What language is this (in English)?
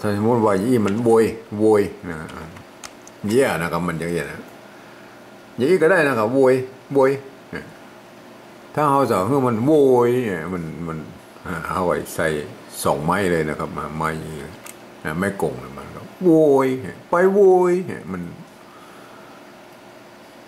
Thai